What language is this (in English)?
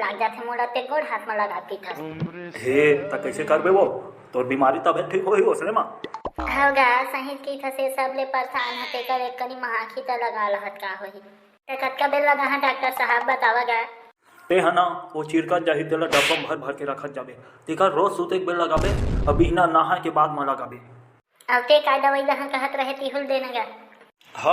Chhattisgarhi